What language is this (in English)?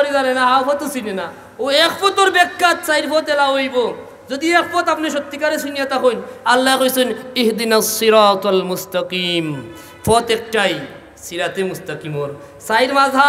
Sylheti